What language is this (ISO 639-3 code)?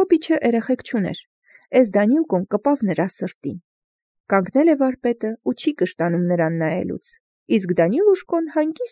hye